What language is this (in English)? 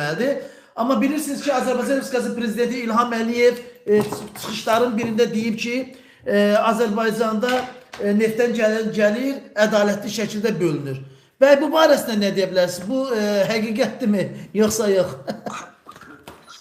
Azerbaijani